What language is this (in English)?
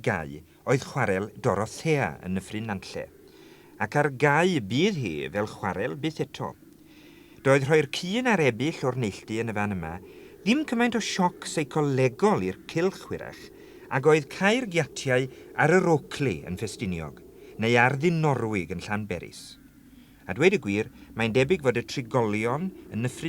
Welsh